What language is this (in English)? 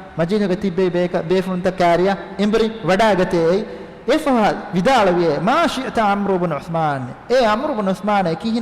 Divehi